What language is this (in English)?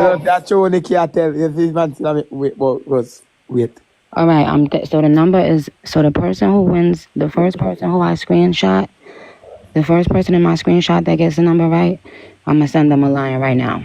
Jamaican Creole English